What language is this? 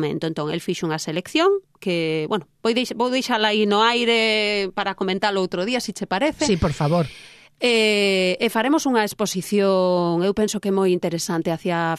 Galician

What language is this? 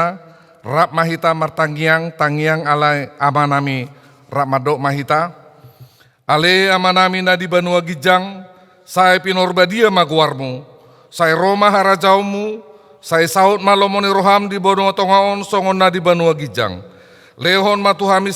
Batak Toba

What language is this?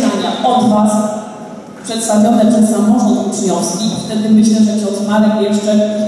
Polish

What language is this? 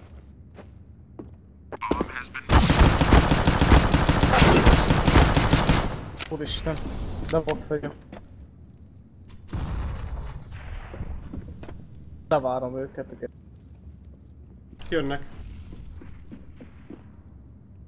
Hungarian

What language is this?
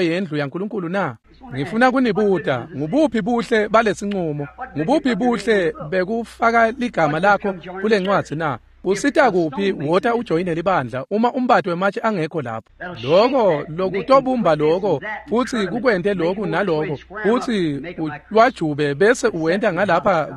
Swati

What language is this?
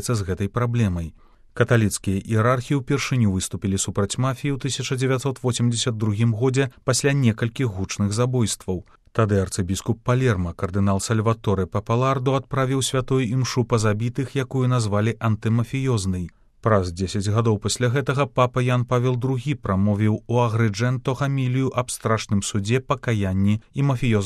Belarusian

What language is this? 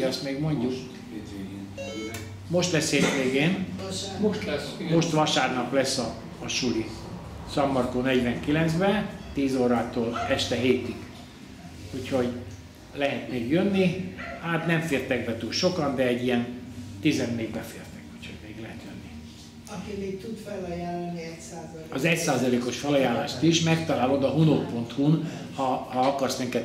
Hungarian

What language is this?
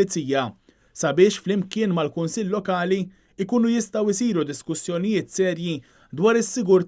Maltese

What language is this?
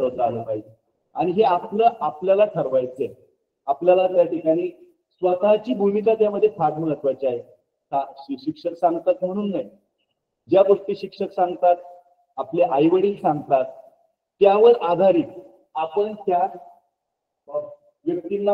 Marathi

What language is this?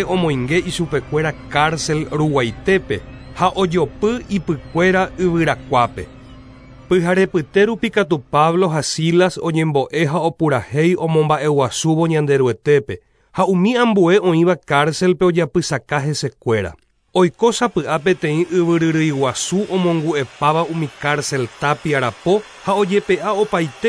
Guarani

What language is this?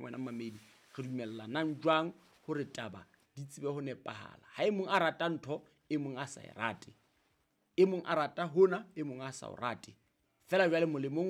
Southern Sotho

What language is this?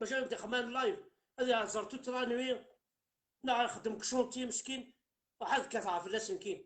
Kabyle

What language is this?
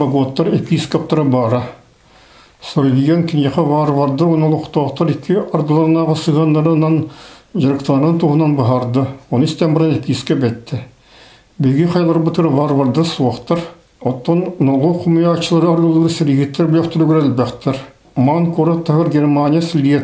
Yakut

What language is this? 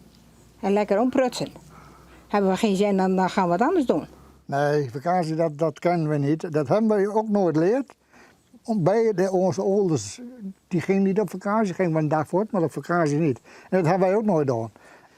Western Frisian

